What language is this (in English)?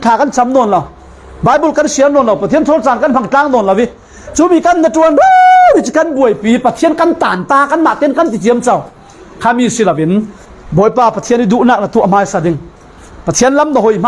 Falam Chin